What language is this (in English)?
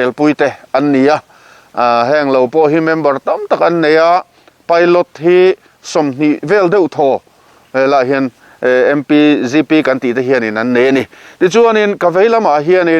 Mizo